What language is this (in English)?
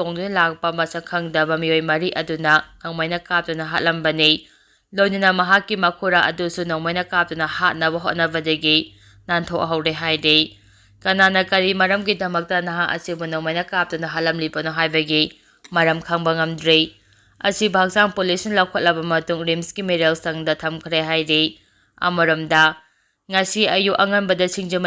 Manipuri